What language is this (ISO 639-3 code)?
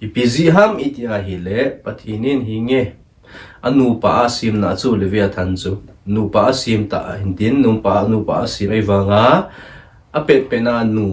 tcz